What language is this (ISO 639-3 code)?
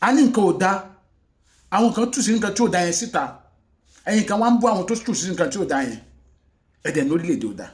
yor